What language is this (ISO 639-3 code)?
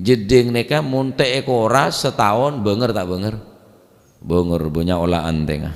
mad